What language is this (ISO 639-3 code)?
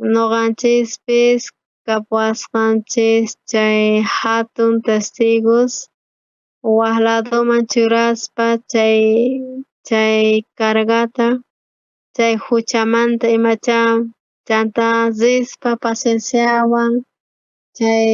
quh